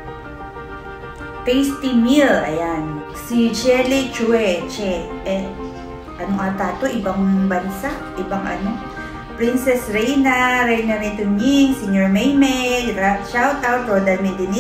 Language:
Filipino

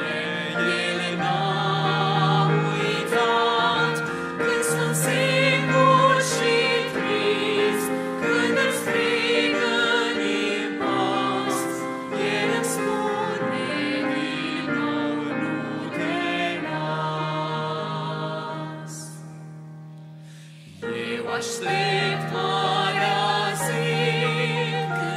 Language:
Romanian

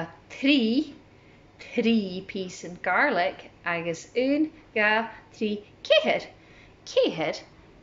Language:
Scottish Gaelic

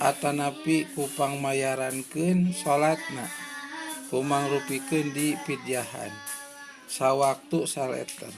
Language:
Sundanese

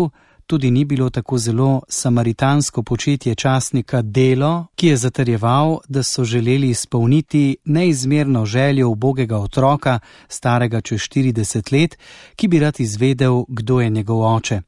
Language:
Slovenian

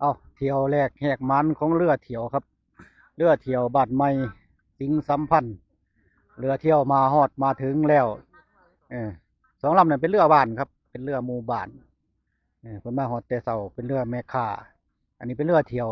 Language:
Northeastern Thai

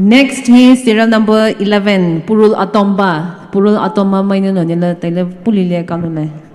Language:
Poumei Naga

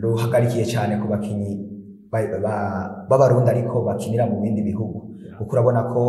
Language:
Rundi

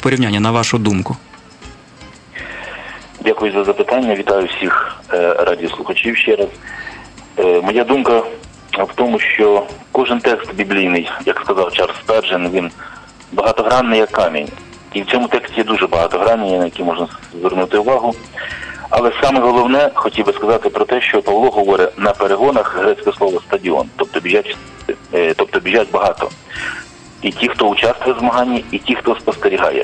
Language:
Ukrainian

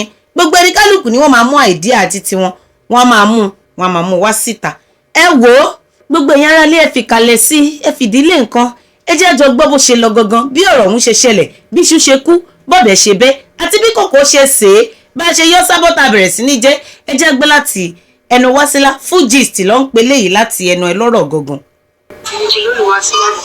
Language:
Yoruba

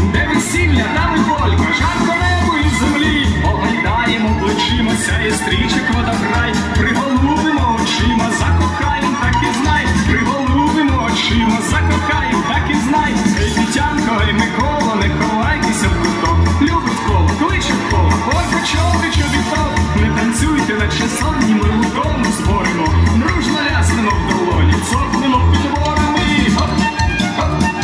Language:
Ukrainian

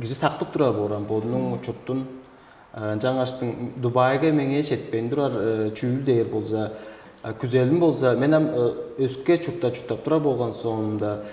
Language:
Tuvinian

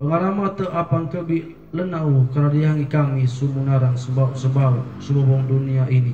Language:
Sangir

